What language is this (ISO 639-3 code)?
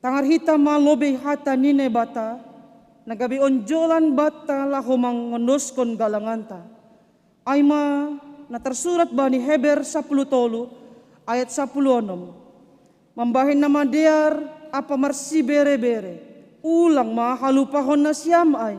bts